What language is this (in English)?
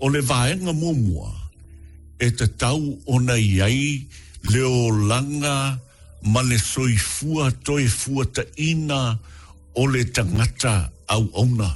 Samoan